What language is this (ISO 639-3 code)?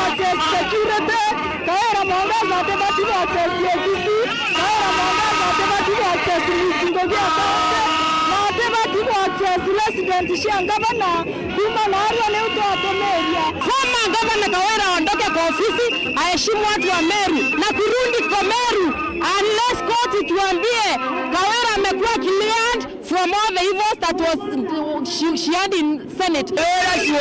mer